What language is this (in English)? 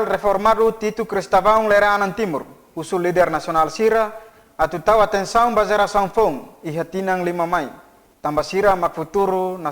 Tetum